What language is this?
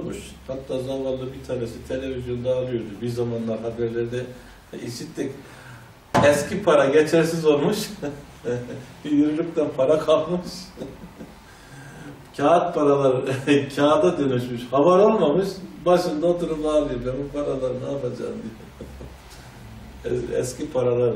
Turkish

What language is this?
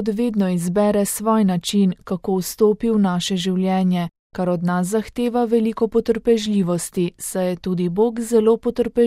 Slovenian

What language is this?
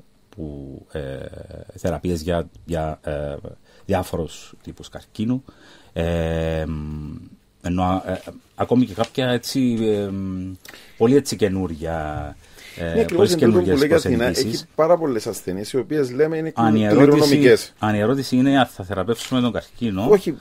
Greek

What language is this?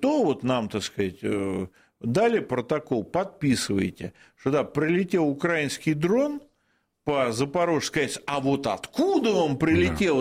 Russian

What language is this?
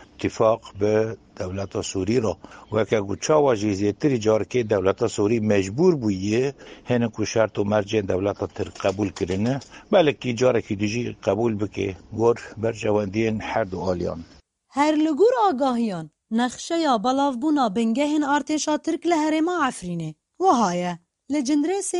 Kurdish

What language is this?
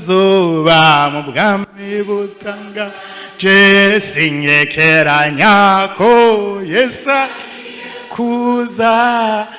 Rundi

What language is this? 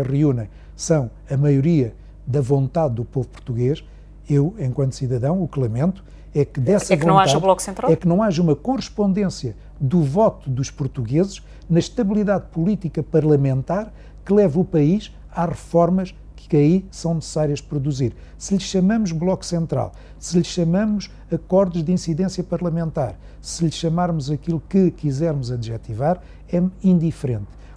Portuguese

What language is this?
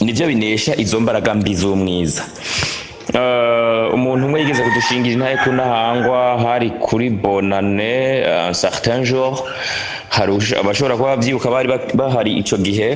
Rundi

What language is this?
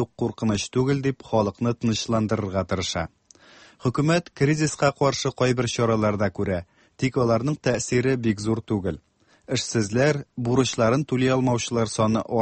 Tatar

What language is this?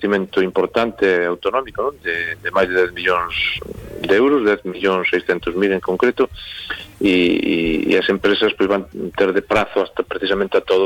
Galician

